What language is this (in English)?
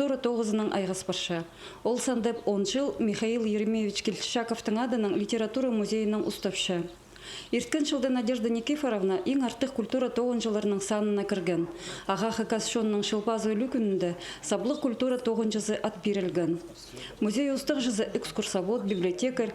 Khakas